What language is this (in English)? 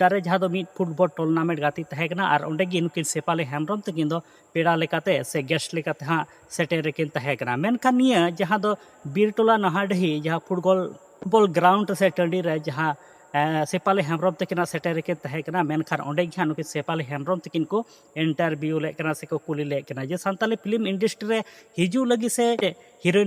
Santali